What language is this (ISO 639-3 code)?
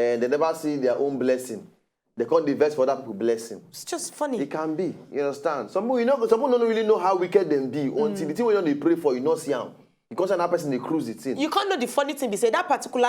pcm